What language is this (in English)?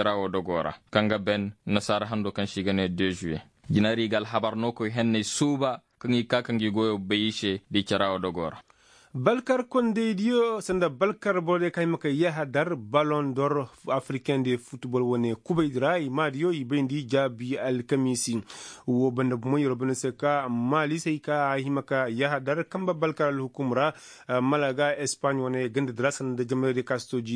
Koyraboro Senni